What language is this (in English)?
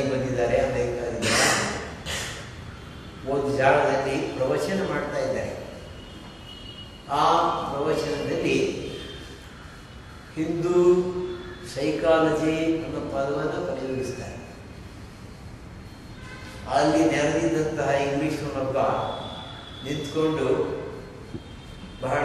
Kannada